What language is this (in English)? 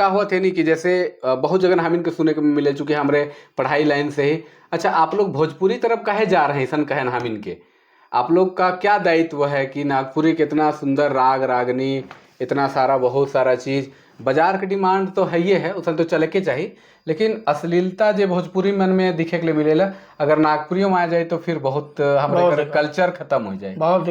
Sadri